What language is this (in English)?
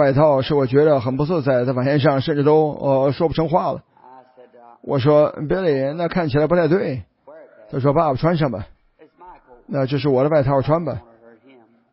Chinese